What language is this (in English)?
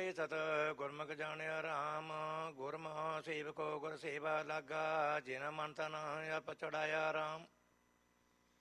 Punjabi